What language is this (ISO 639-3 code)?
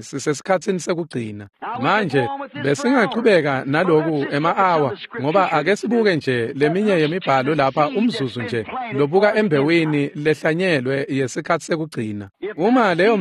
ssw